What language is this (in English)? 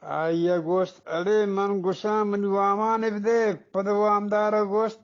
Eastern Balochi